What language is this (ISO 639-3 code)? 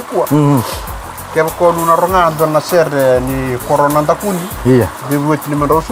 fij